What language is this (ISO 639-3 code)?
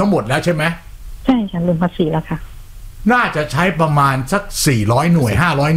tha